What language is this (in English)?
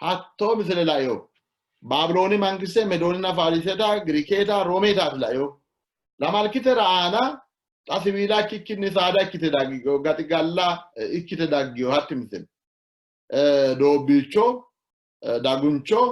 Sidamo